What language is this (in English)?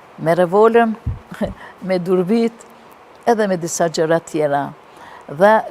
Albanian